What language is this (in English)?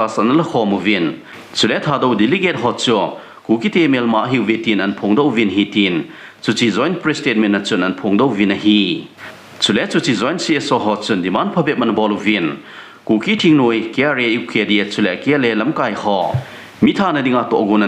Thado Chin